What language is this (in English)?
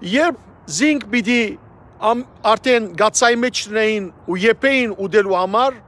Western Armenian